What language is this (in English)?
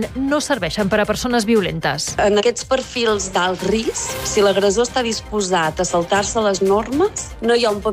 Catalan